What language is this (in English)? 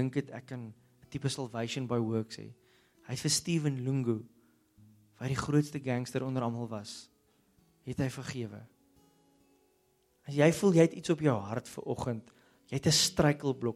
Afrikaans